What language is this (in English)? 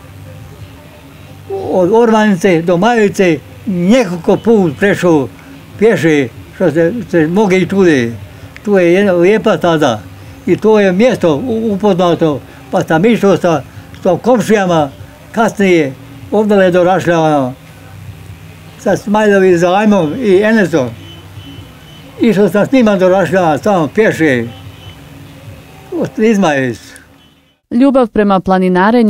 Bosnian